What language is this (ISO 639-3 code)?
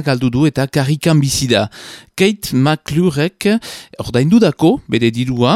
eus